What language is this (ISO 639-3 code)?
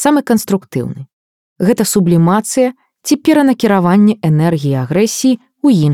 bel